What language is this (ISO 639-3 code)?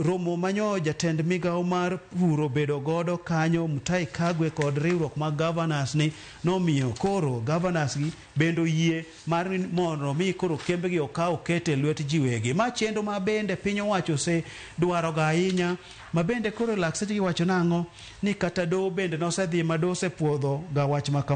luo